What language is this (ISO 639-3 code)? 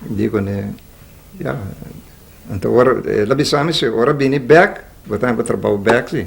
pap